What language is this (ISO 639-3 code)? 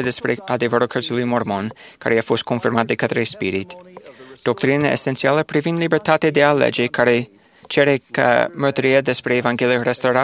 ron